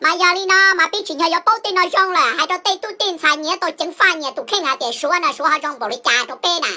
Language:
Hmong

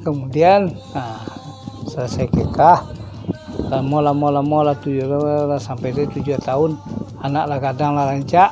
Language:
Minangkabau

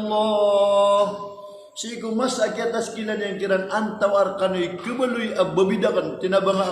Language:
Maranao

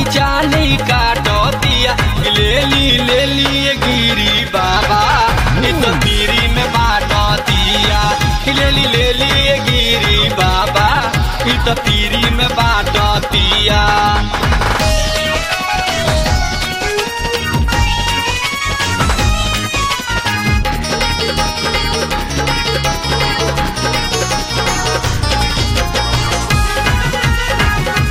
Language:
Bhojpuri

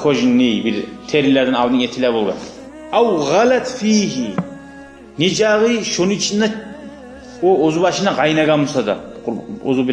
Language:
Kumyk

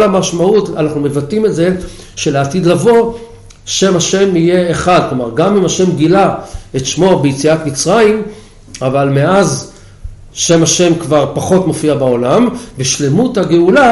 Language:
Hebrew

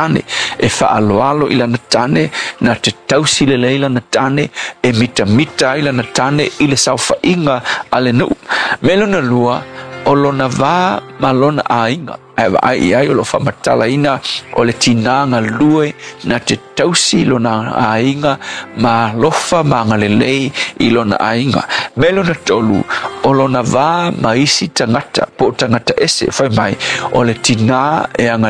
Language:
Samoan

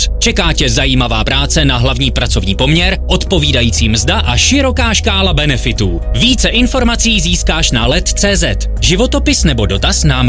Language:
Czech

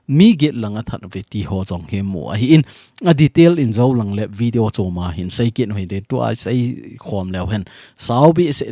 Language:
Thado Chin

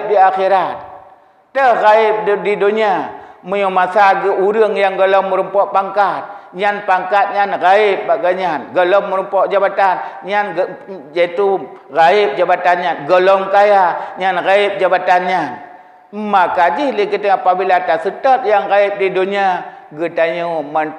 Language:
Achinese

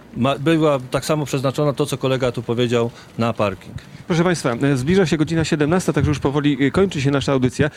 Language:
Polish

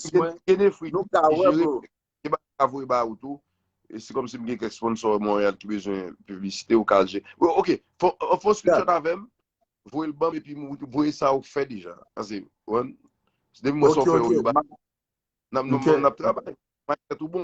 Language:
Haitian Creole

